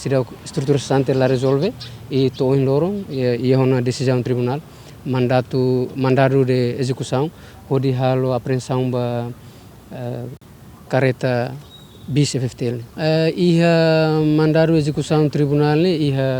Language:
Tetum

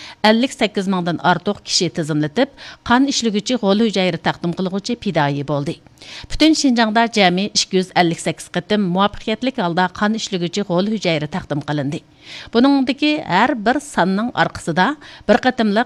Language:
Uyghur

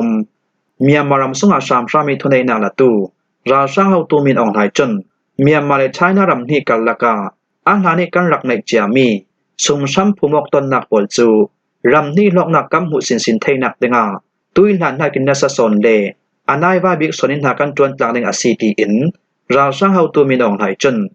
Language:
Falam Chin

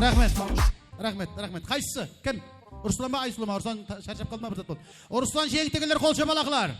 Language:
Kara-Kalpak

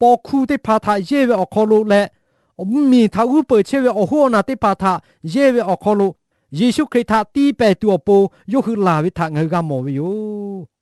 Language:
Lahu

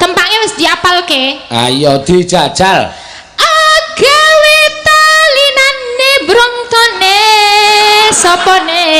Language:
Javanese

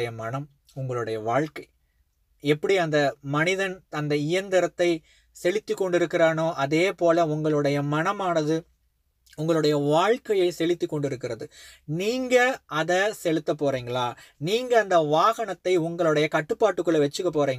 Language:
Tamil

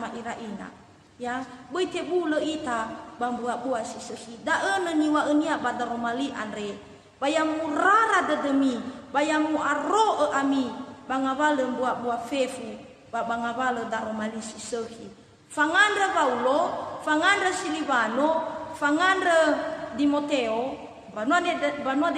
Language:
Nias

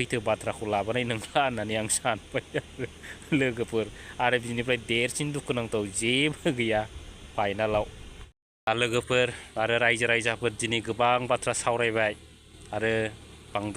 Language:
Bodo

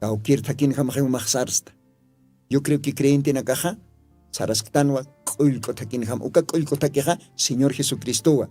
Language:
Aymara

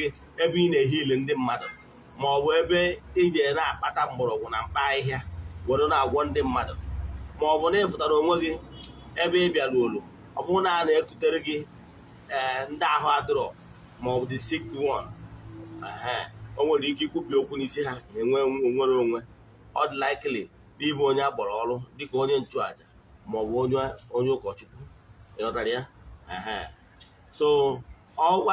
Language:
Igbo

